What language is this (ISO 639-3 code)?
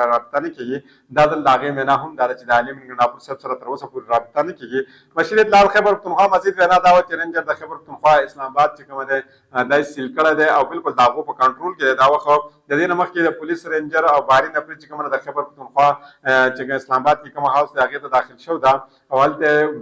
pus